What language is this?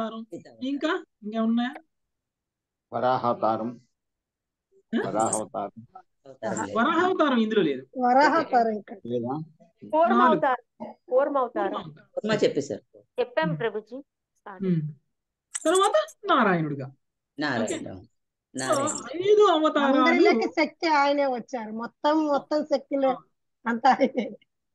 Telugu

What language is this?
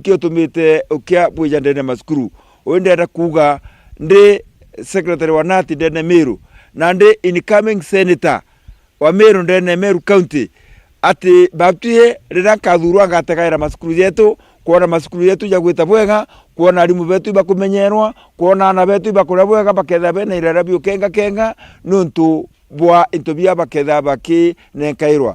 Meru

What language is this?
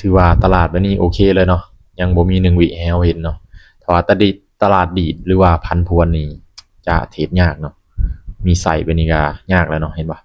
Lao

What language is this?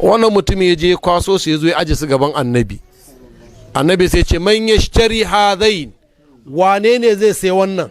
Hausa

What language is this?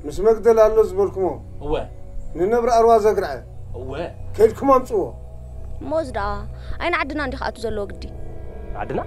Tigrinya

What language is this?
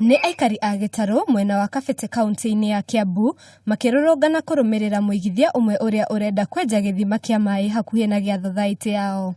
Kikuyu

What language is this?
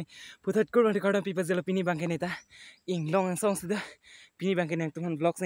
Karbi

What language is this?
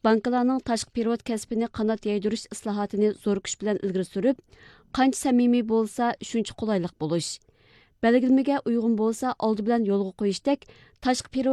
Uyghur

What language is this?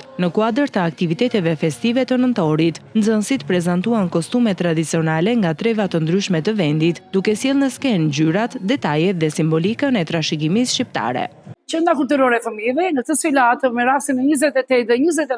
Albanian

